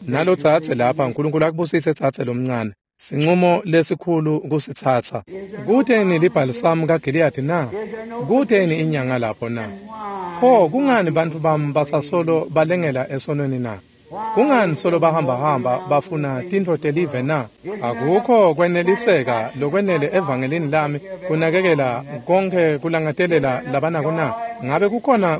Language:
Swati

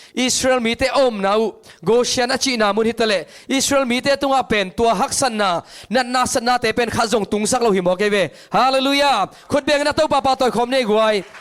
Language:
Tedim Chin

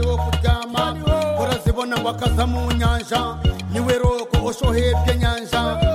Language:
Kinyarwanda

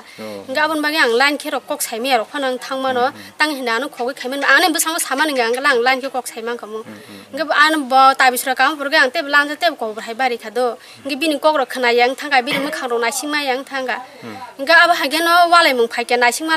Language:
Kok Borok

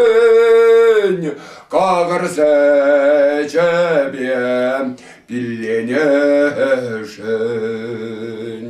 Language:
Chuvash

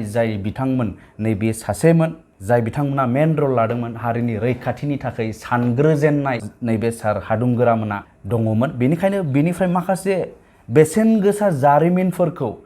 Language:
Bodo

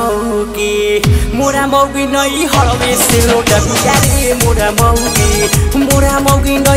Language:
Bhojpuri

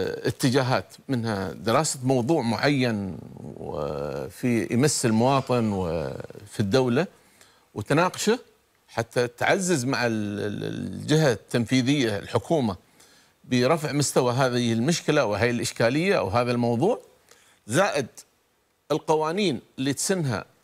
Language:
Gulf Arabic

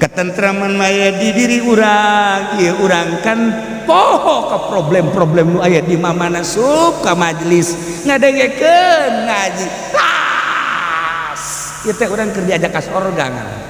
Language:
Sundanese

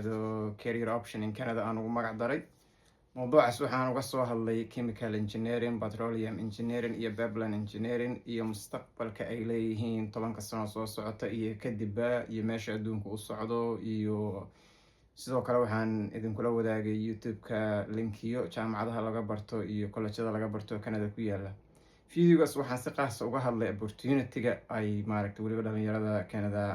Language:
Somali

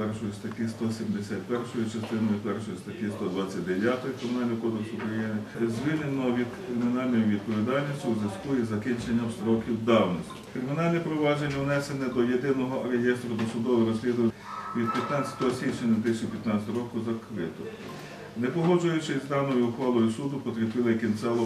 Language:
Ukrainian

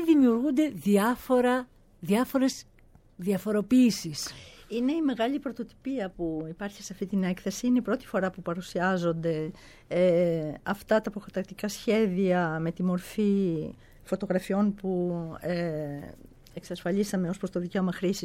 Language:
Greek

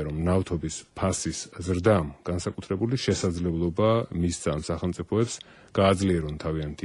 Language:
Georgian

